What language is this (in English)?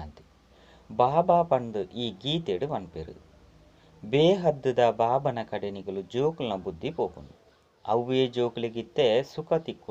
Tulu